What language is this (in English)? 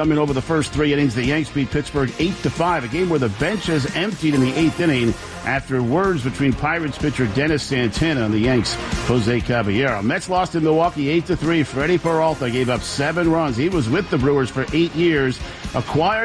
English